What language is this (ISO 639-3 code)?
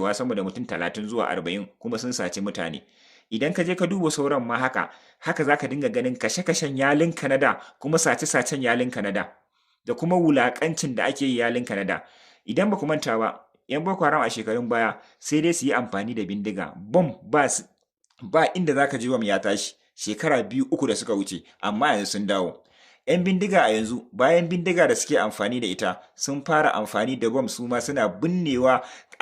hau